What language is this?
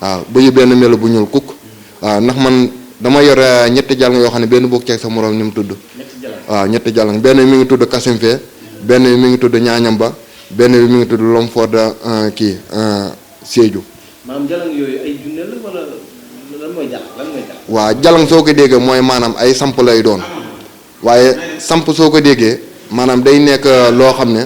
Wolof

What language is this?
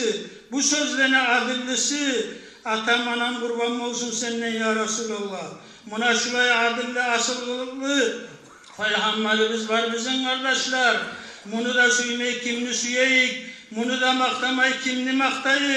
Kumyk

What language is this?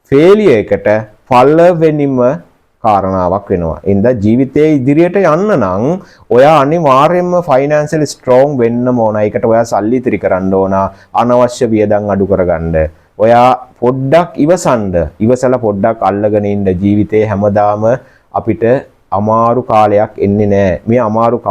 Sinhala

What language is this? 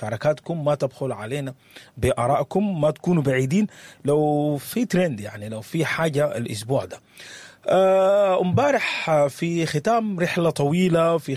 Sudanese Arabic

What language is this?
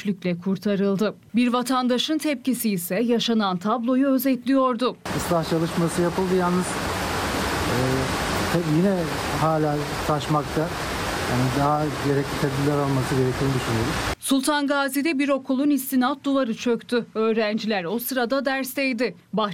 Turkish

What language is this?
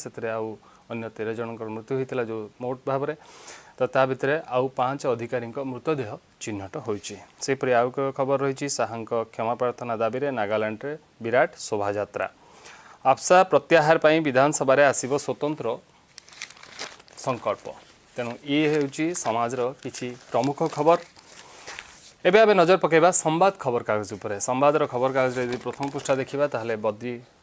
Odia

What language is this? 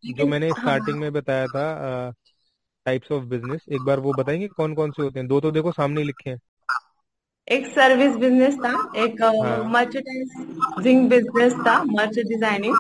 Hindi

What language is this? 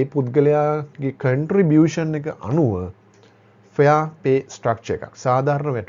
Sinhala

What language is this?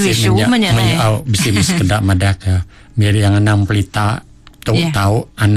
Iban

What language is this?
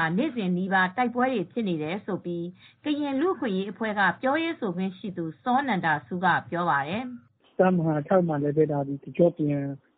Burmese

